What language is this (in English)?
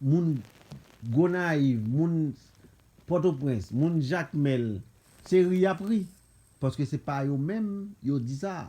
Haitian Creole